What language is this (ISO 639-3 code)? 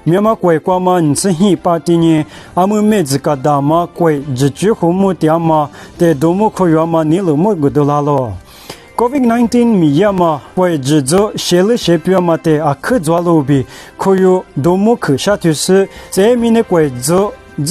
lis